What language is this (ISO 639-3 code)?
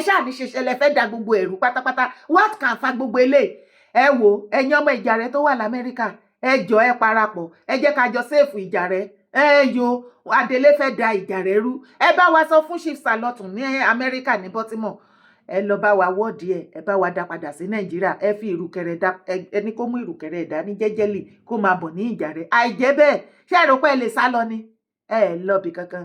yor